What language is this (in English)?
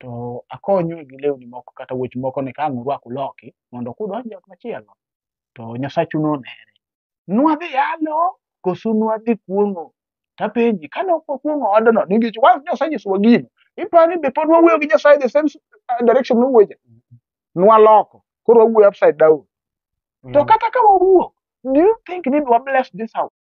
Luo (Kenya and Tanzania)